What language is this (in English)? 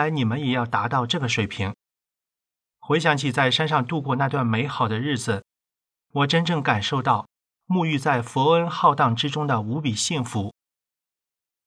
Chinese